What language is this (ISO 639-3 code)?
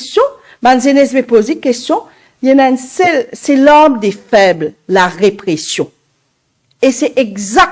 mfe